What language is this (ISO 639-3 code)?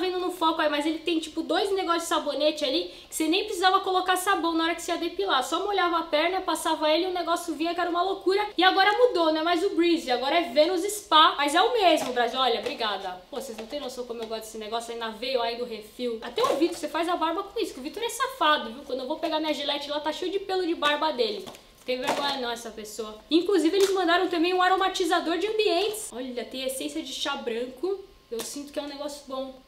por